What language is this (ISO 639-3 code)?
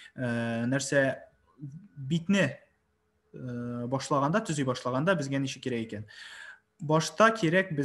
tat